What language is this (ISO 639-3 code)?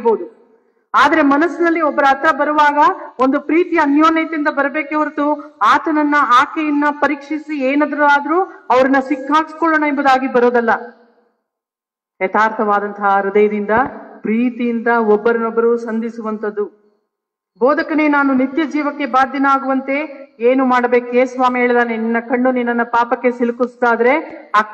kan